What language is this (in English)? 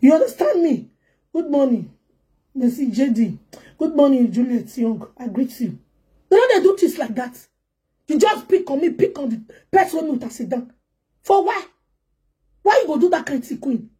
Nigerian Pidgin